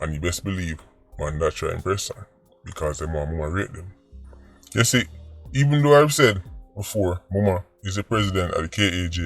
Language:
Jamaican Creole English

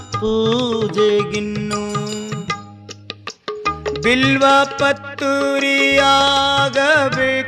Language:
Kannada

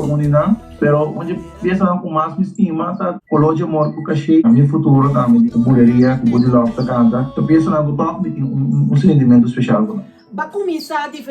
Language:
Papiamento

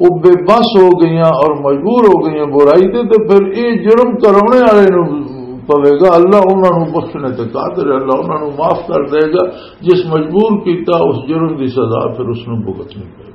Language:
Western Panjabi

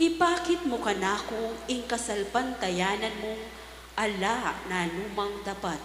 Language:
Pampanga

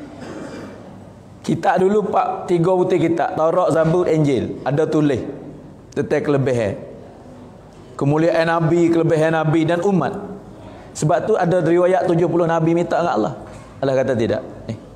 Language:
Malay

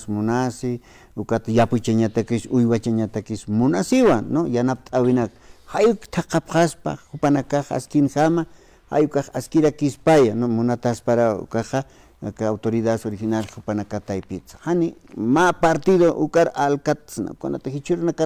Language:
Aymara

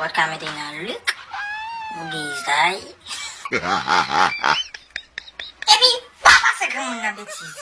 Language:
Haitian Creole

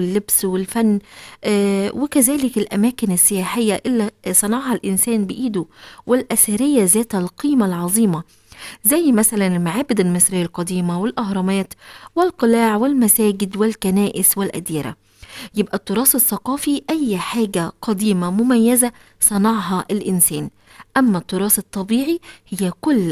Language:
Egyptian Arabic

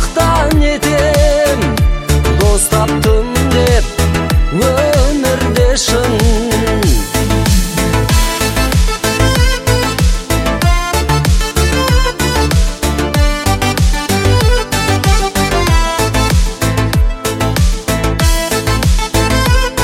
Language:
Kazakh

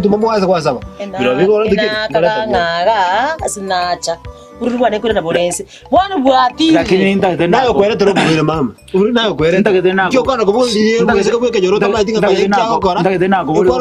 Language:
Gusii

